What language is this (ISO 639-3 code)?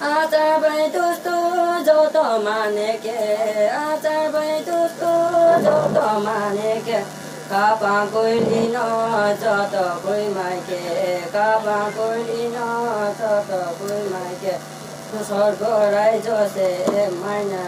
ria